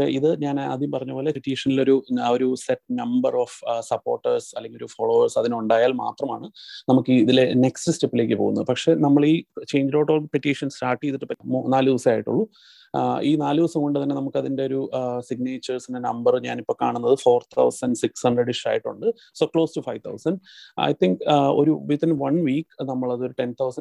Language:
Malayalam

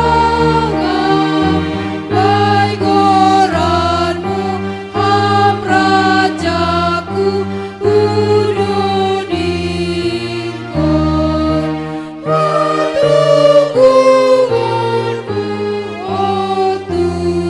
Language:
Batak Simalungun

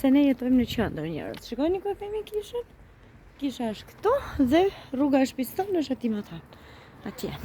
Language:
Albanian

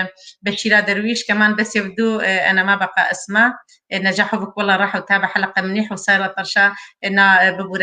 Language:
Kurdish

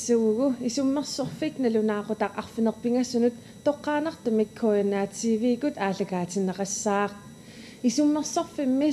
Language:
Kalaallisut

